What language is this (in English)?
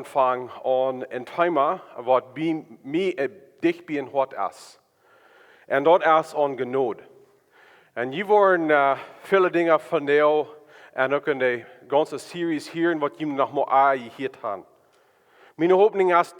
Plautdietsch